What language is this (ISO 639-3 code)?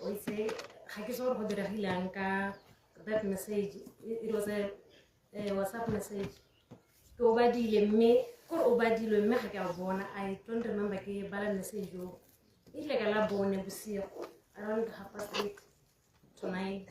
tsn